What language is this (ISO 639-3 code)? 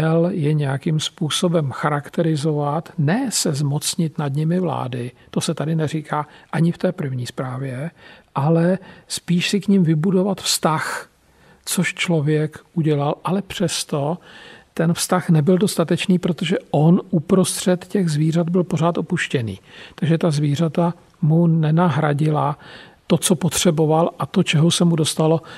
ces